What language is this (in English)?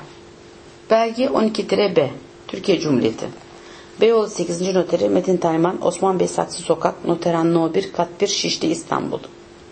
Turkish